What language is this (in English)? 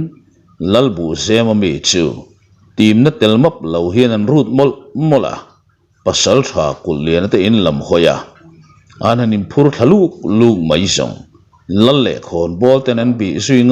Mizo